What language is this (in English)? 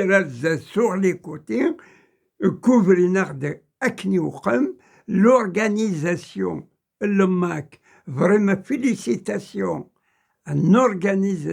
Kabyle